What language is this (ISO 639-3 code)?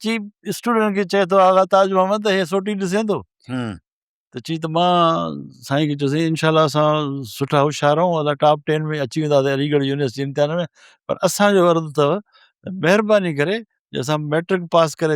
snd